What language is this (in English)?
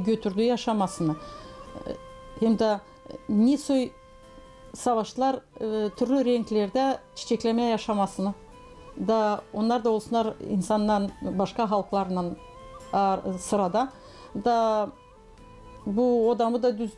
Gagauz